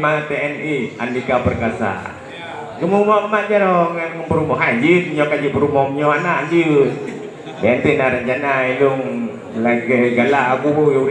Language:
Achinese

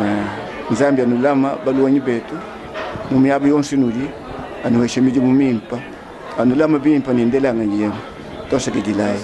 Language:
Luba-Lulua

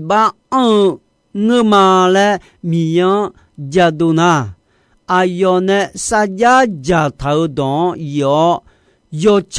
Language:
Akha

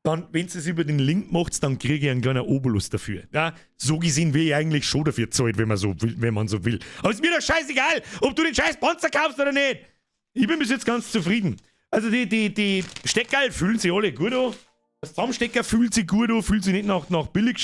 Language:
Bavarian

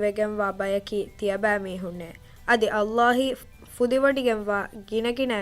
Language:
Divehi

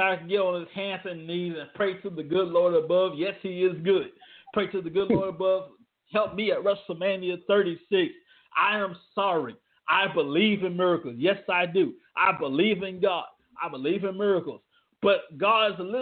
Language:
English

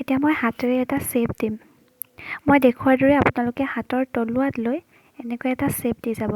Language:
Assamese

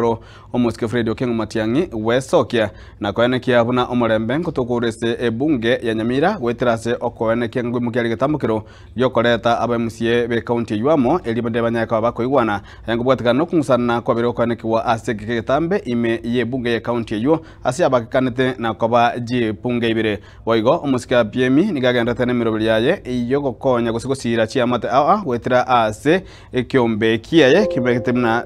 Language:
Gusii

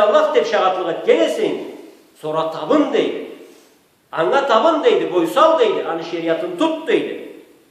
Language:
Karachay-Balkar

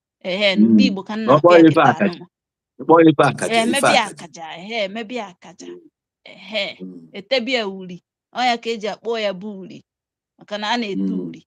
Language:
Igbo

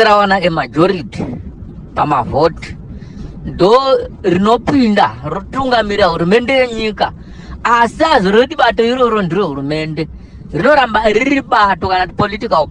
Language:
Shona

